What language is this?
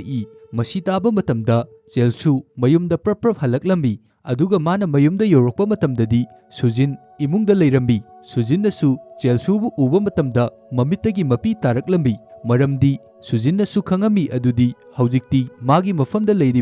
Manipuri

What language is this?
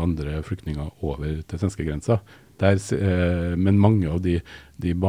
Norwegian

